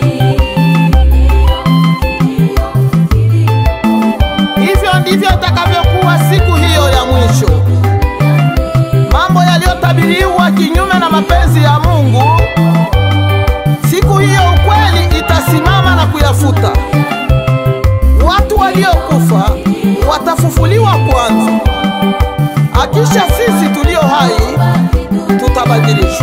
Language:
Swahili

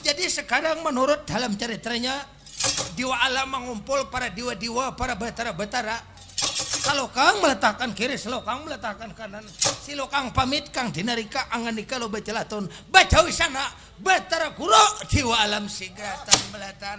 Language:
Banjar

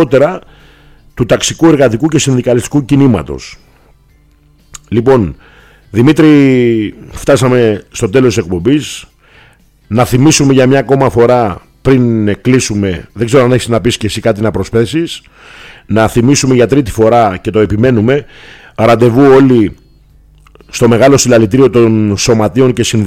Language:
Greek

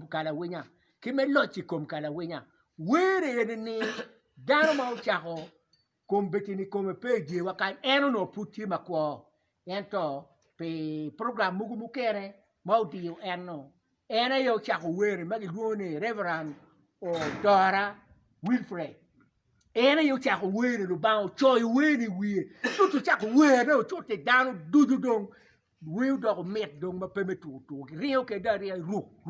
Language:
Acoli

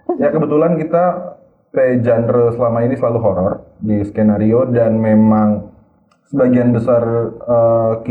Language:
Manado Malay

